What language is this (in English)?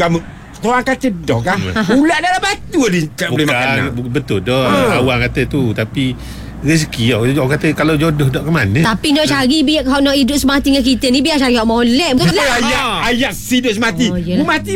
Malay